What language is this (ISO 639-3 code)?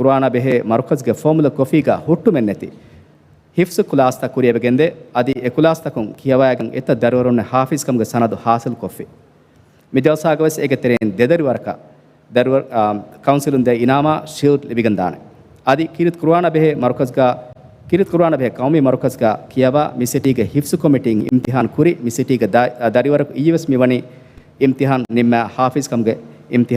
div